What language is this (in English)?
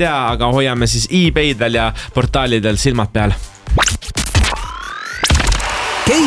Estonian